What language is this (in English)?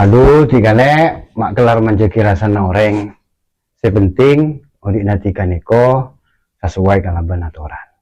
Madurese